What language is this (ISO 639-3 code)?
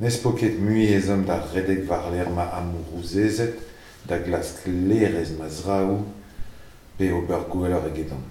bre